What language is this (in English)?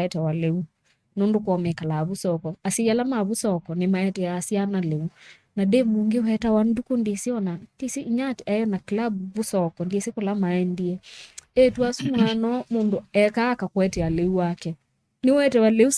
Kamba